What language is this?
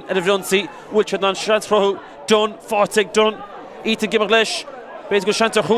Irish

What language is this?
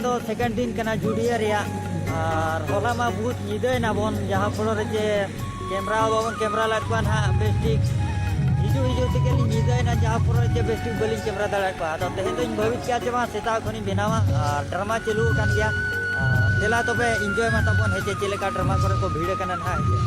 Santali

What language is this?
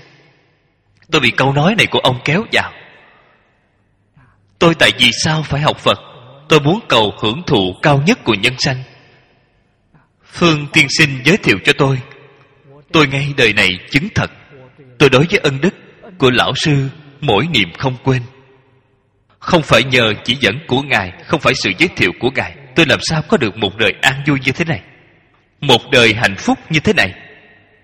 Vietnamese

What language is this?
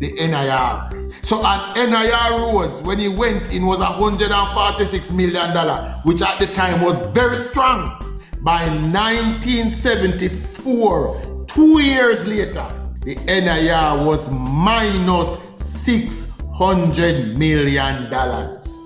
Jamaican Creole English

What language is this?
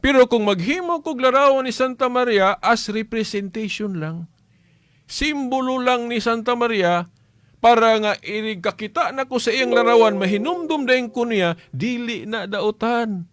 Cebuano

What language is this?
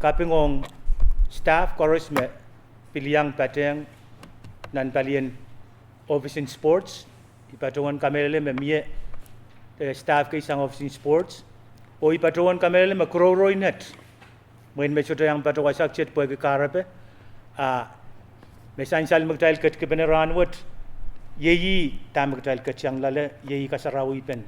Pohnpeian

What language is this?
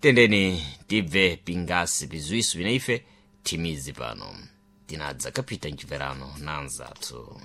Sena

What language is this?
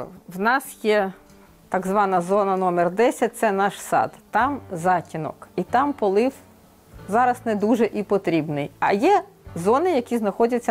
Ukrainian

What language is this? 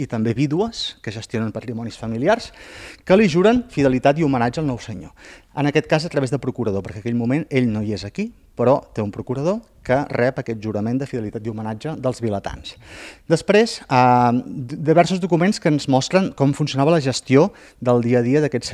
Catalan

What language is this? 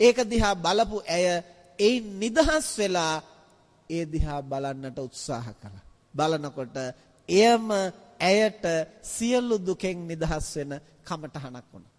Sinhala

